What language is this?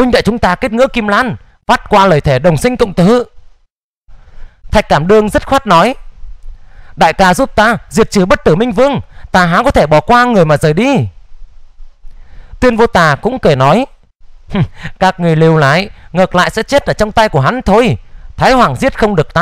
Vietnamese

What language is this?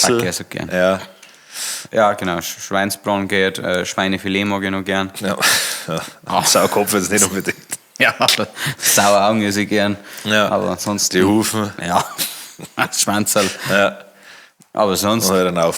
Bavarian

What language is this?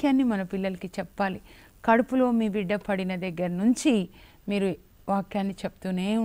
Telugu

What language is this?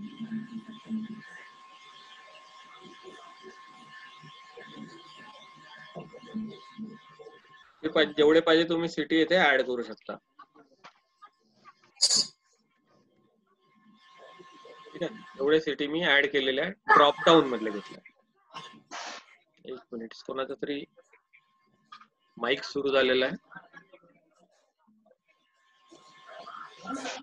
Marathi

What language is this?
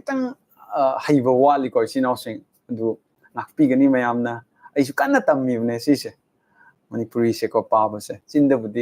Manipuri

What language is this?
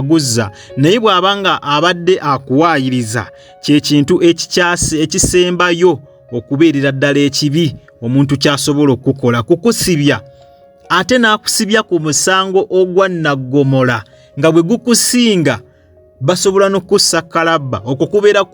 Ganda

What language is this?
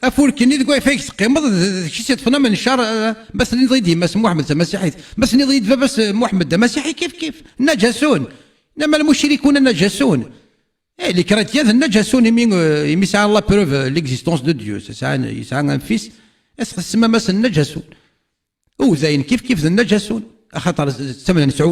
Kabyle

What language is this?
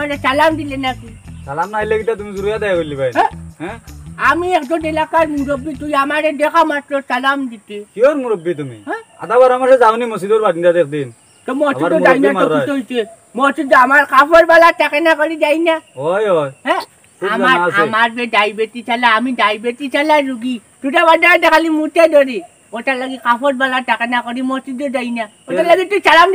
Sylheti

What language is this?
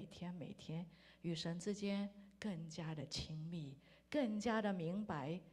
Chinese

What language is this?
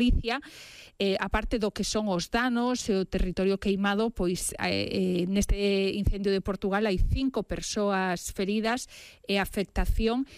Galician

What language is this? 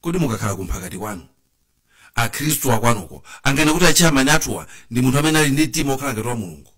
Nyanja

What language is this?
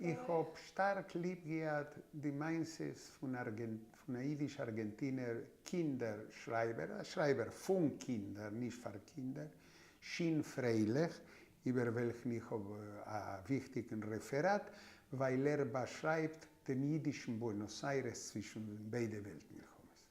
Yiddish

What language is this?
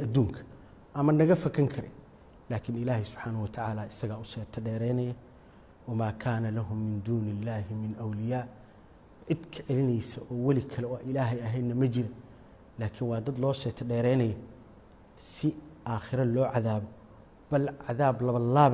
Somali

